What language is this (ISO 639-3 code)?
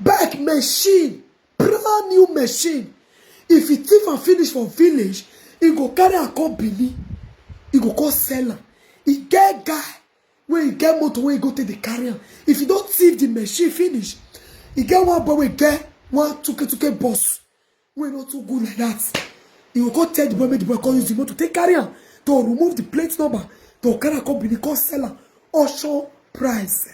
pcm